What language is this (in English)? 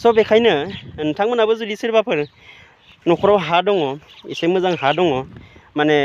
Bodo